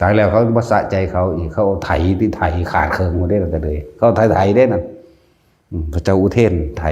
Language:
Northeastern Thai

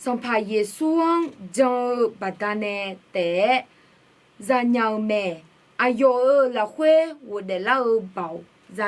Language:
Akha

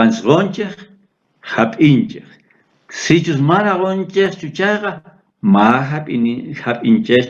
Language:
South Bolivian Quechua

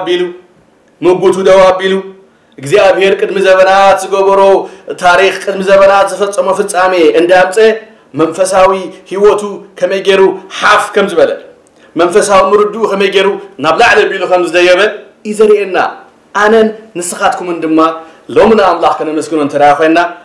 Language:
Tigrinya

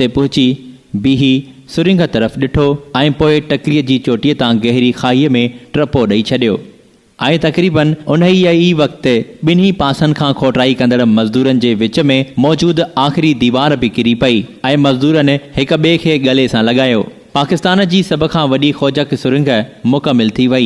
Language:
Sindhi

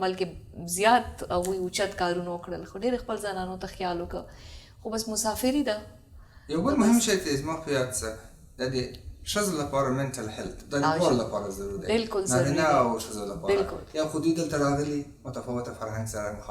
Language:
Pashto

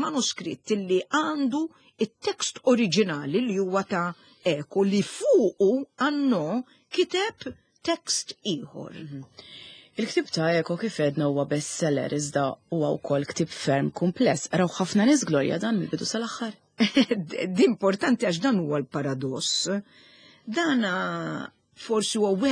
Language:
Maltese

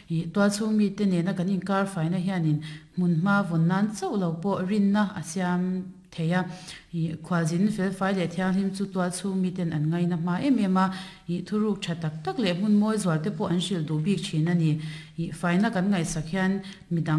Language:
Mizo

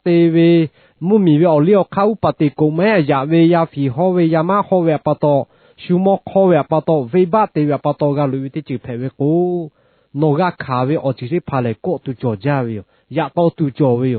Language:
Lahu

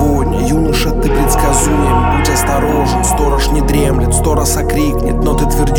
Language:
Russian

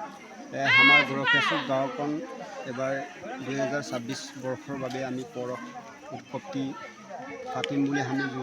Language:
Assamese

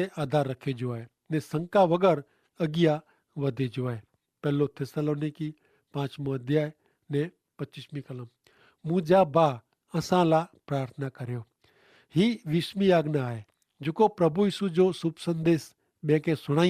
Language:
Kachhi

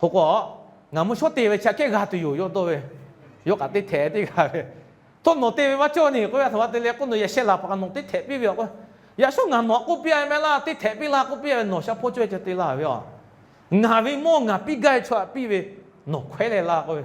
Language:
Lahu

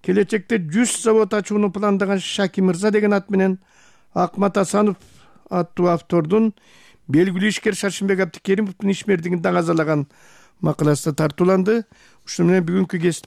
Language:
Kyrgyz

